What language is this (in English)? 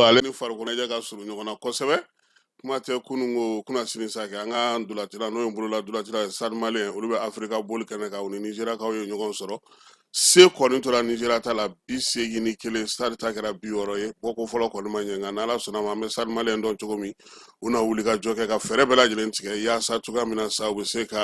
Bambara